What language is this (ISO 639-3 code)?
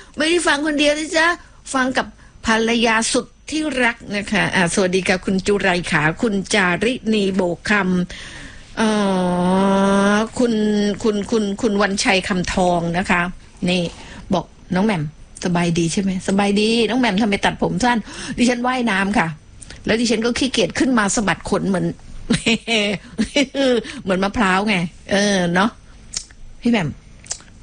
tha